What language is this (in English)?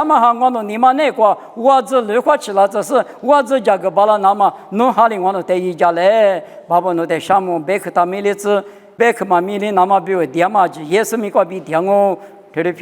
Lisu